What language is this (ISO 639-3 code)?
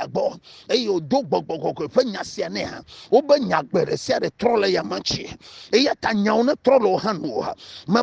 ewe